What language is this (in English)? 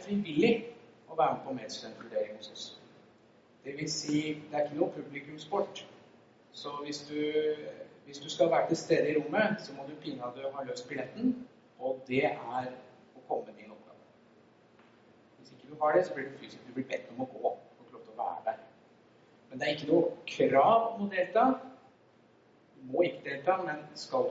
Norwegian